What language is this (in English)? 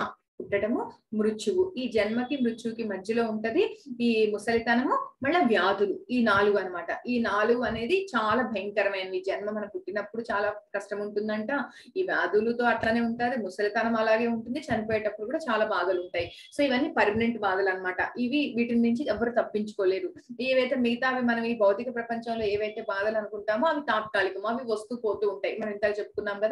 Telugu